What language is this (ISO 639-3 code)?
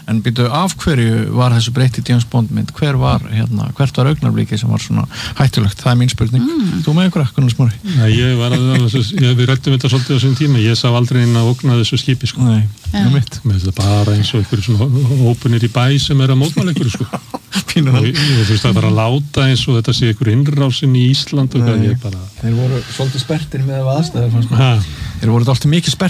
isl